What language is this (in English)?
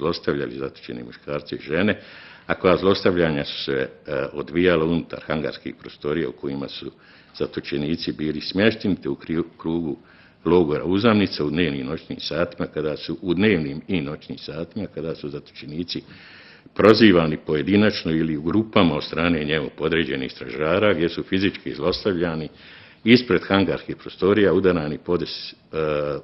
Bosnian